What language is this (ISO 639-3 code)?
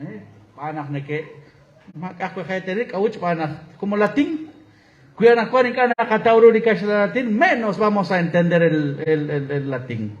kek